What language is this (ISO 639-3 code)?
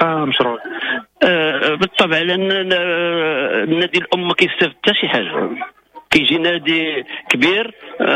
ary